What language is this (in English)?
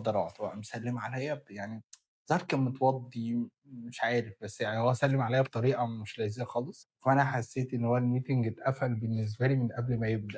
Egyptian Arabic